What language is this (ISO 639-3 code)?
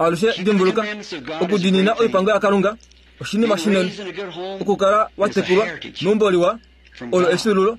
kua